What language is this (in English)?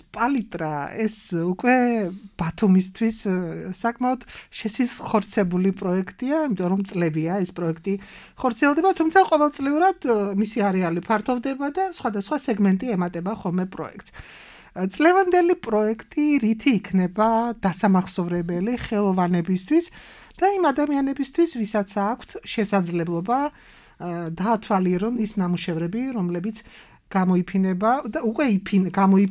Georgian